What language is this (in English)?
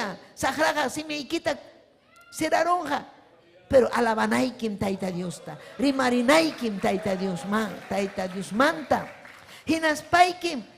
Ayacucho Quechua